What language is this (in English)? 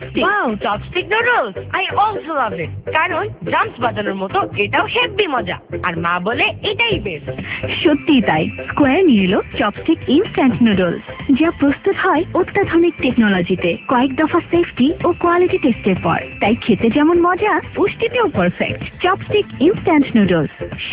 Bangla